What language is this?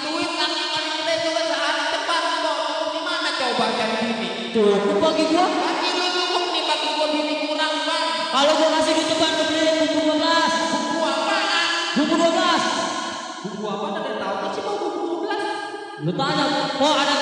Betawi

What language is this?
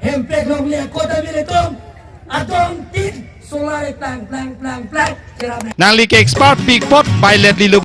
Karbi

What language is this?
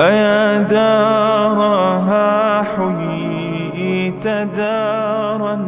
Persian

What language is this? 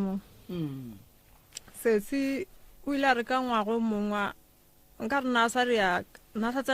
Northern Sotho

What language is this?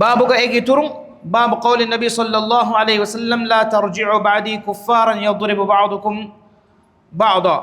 Divehi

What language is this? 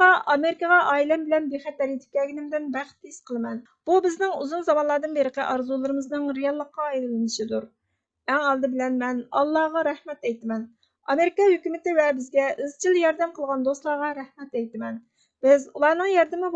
Uyghur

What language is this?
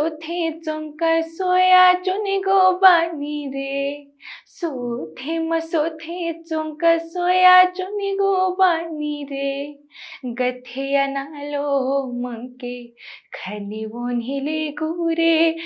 Newari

